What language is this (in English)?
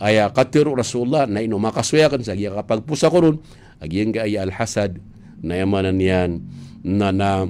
Maranao